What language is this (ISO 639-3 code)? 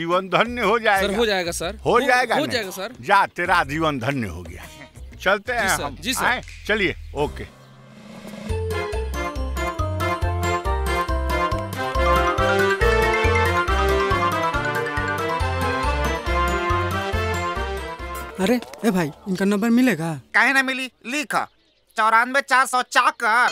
bho